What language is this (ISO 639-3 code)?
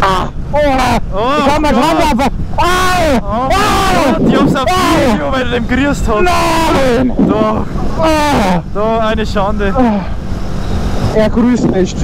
bar